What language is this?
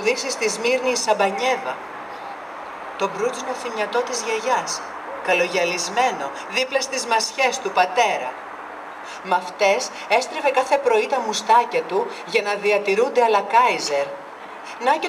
Greek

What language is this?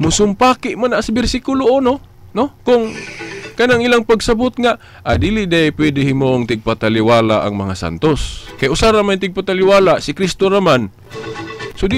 Cebuano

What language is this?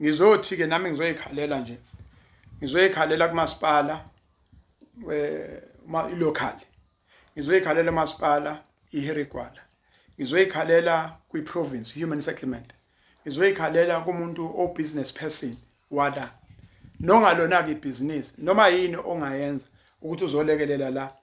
Zulu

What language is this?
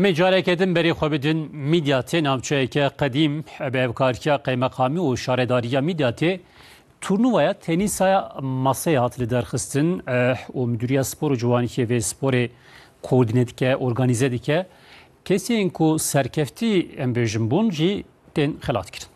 Kurdish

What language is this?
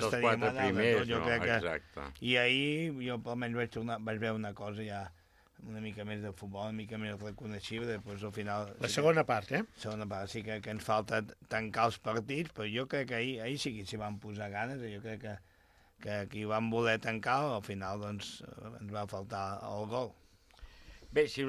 Catalan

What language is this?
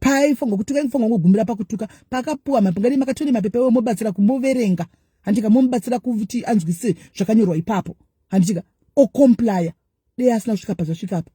Shona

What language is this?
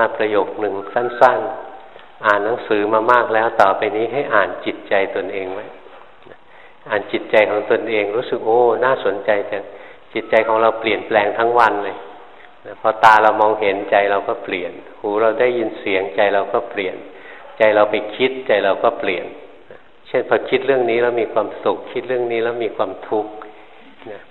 Thai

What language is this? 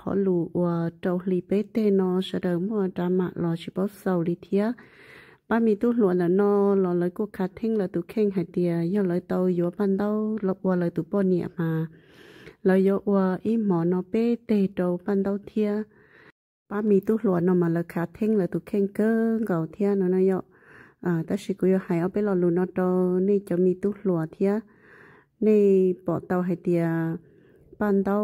Hmong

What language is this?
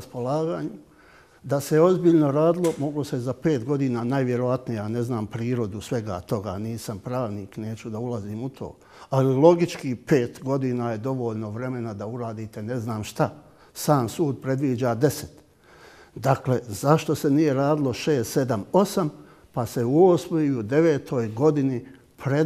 Bosnian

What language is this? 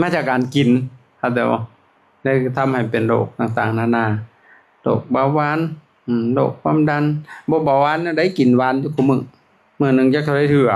Lao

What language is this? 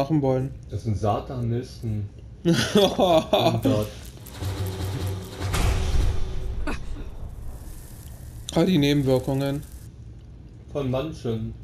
German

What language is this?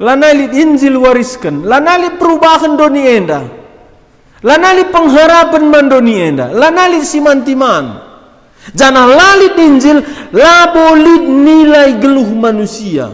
Batak Karo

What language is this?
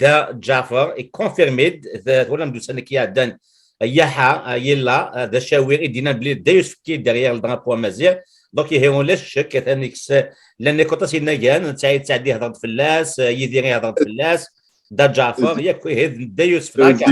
Kabyle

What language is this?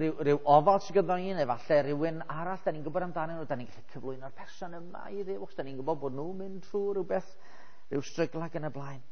Welsh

